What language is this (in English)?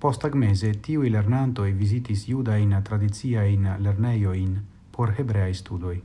Esperanto